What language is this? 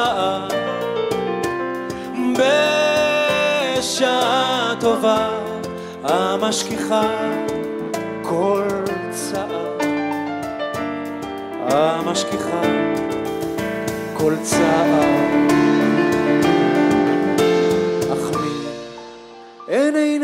Hebrew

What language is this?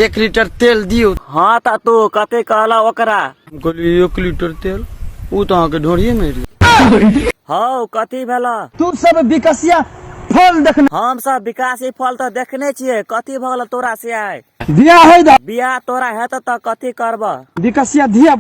Maithili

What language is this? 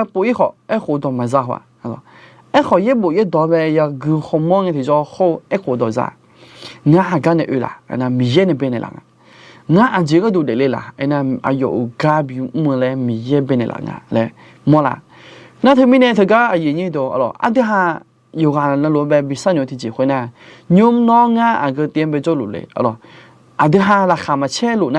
Akha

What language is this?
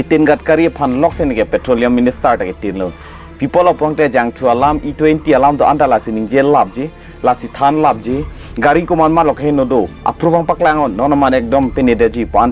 Karbi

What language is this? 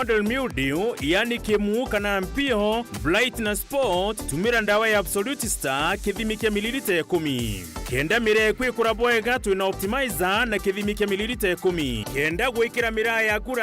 Meru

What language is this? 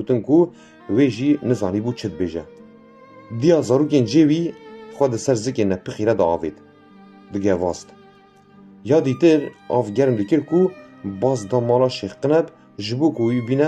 Kurdish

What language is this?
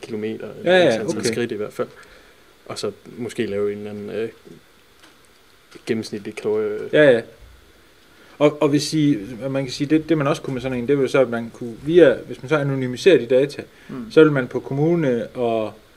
Danish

